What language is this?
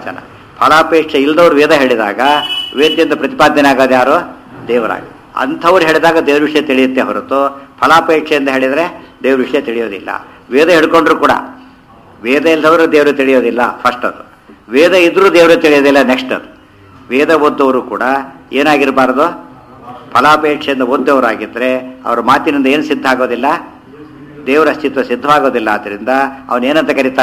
Kannada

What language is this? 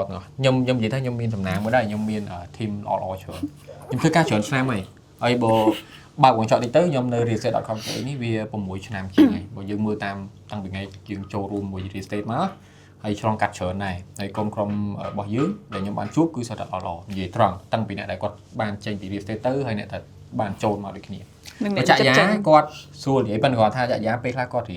Khmer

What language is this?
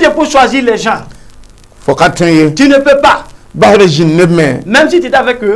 Mossi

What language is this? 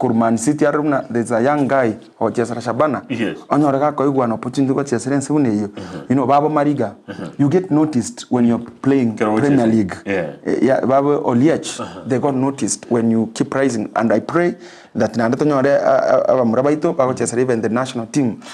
Gusii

